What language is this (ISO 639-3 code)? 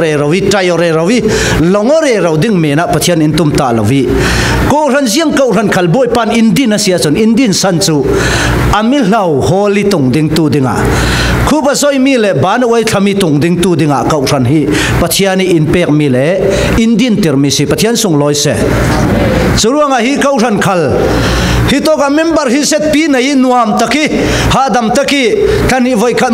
cfm